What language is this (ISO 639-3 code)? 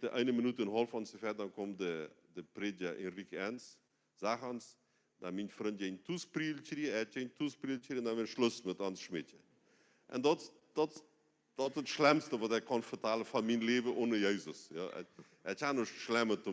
pdt